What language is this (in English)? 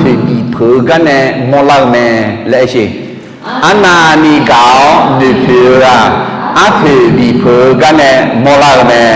Akha